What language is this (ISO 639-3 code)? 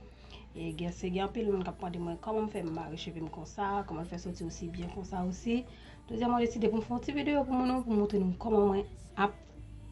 hat